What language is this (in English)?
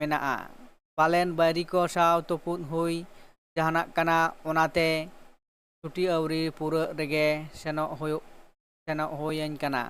Santali